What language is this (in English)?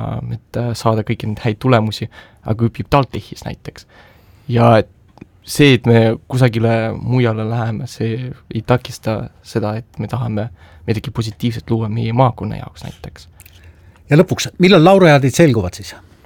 Estonian